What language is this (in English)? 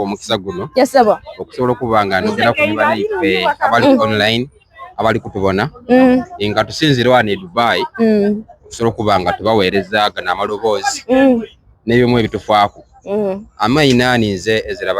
Soga